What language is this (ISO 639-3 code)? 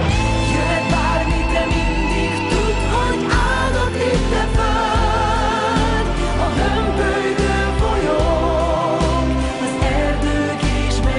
hun